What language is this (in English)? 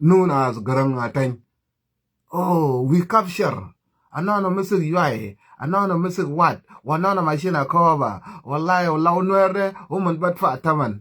Nuer